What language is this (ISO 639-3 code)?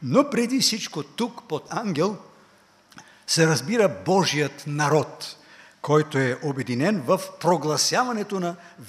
bul